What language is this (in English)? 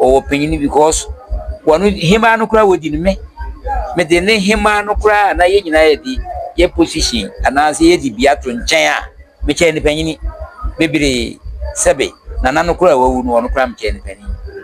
Akan